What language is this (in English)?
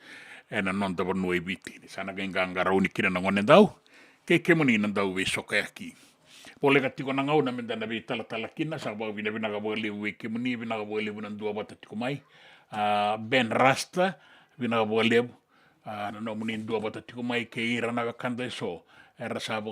Fijian